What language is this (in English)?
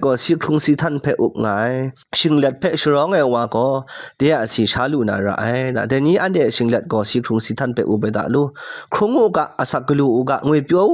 Kachin